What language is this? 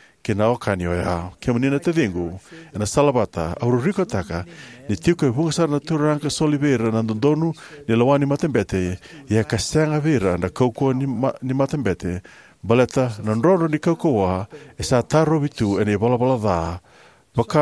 Fijian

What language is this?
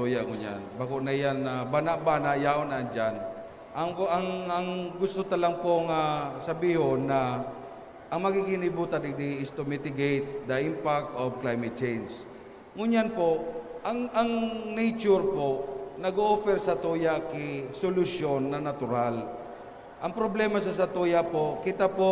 Bikol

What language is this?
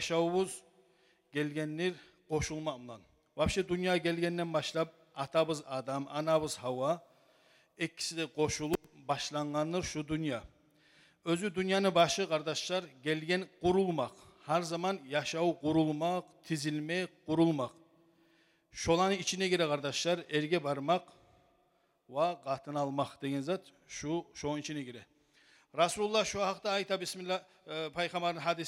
Kumyk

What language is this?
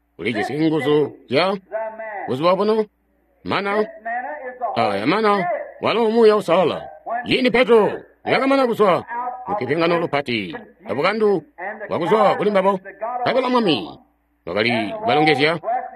Tonga (Zambia)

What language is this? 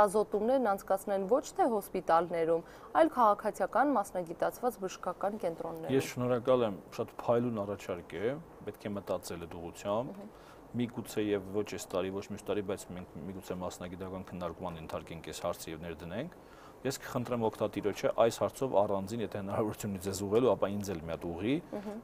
Armenian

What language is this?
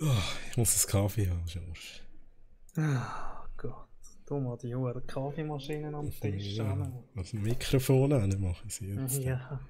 Swiss German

